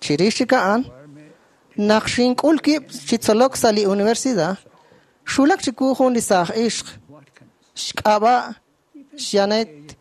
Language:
Kekchí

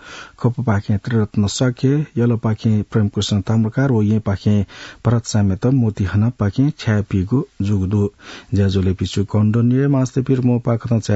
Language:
Newari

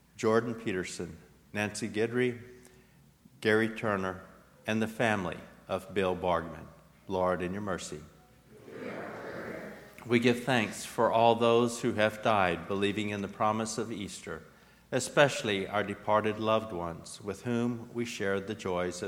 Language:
English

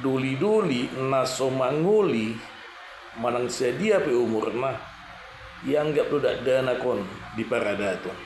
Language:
Batak Toba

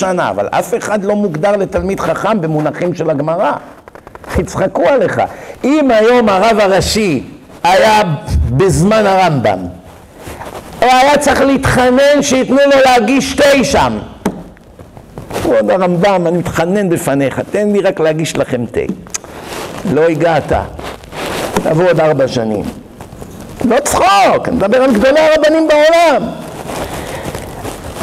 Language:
Hebrew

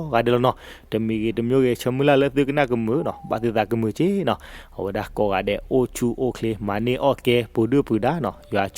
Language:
S'gaw Karen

